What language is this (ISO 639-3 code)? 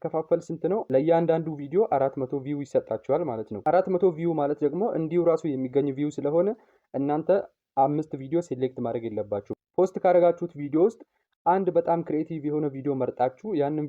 amh